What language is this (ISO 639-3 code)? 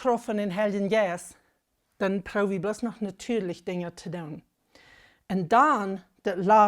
pdt